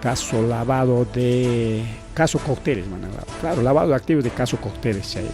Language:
Ayacucho Quechua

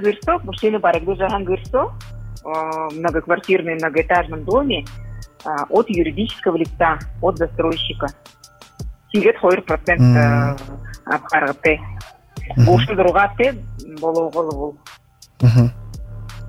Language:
Buriat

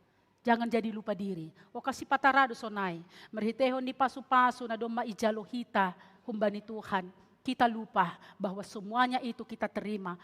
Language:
Batak Simalungun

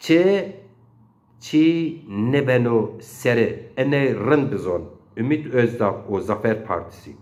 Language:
Zaza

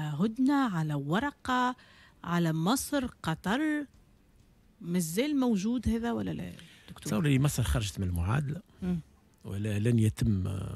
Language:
Tunisian Arabic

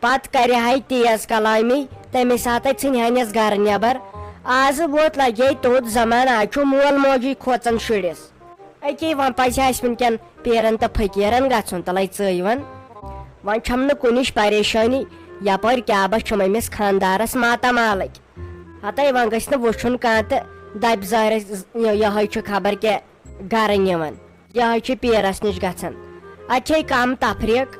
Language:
Kashmiri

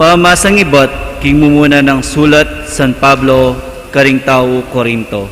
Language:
Pampanga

